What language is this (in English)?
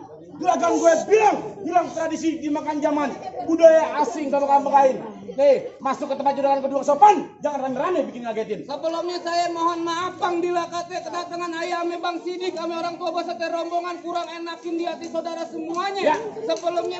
Betawi